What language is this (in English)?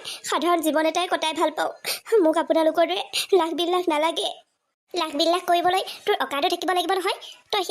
Assamese